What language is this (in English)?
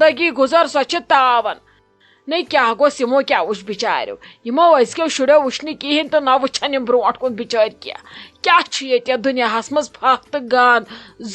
Kashmiri